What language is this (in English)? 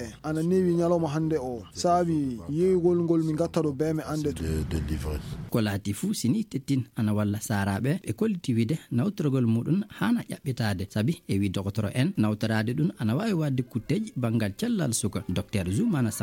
Fula